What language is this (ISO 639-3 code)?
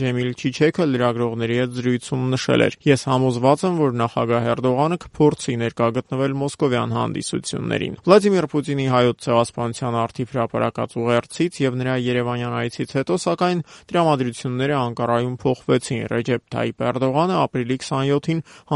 hye